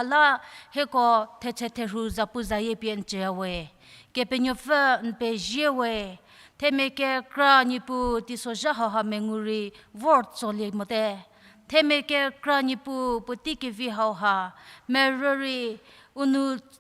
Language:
Angami Naga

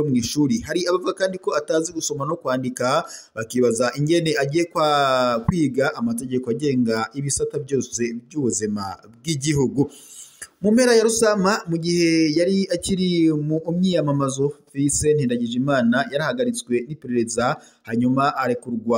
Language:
Rundi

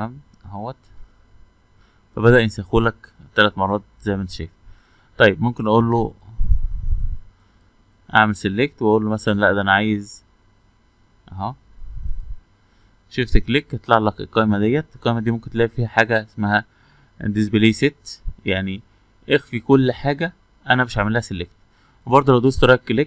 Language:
Egyptian Arabic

